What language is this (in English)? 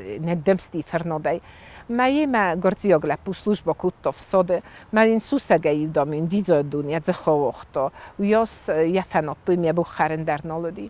Ossetic